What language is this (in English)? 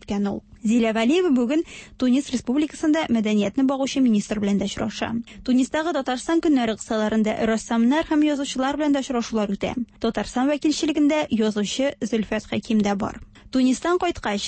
Tatar